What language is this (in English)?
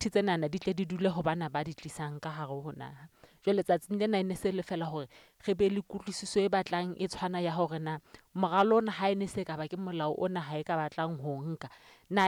Southern Sotho